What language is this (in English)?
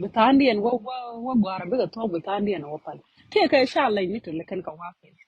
Nuer